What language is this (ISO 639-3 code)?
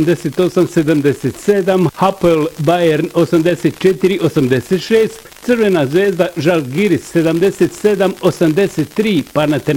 bos